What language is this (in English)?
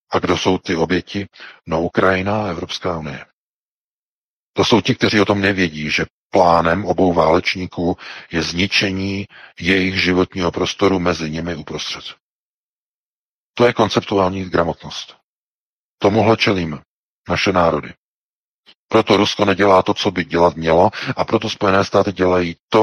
Czech